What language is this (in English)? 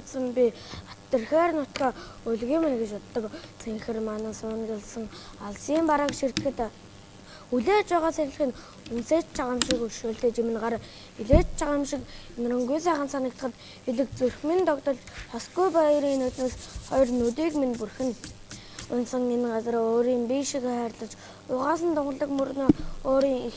Mongolian